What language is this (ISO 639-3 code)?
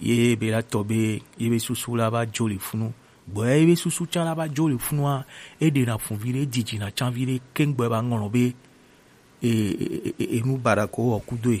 gej